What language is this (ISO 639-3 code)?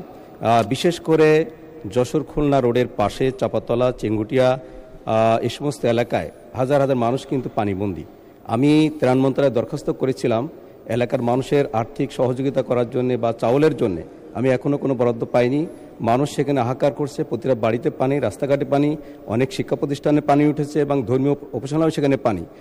ben